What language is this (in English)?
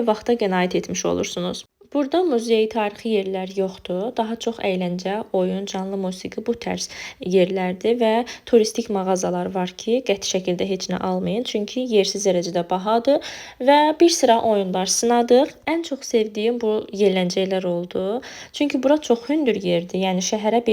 Azerbaijani